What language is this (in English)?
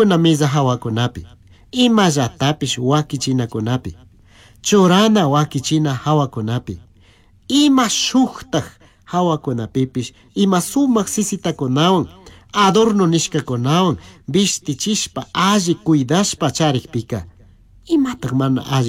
Chimborazo Highland Quichua